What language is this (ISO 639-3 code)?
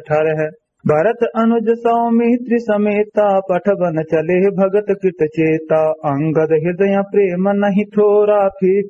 awa